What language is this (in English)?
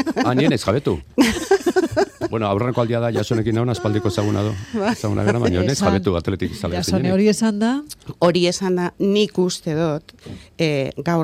Basque